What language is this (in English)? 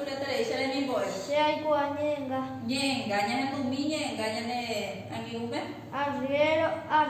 Guarani